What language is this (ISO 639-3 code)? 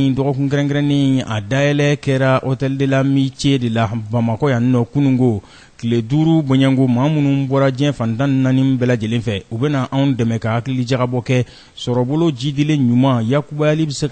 bam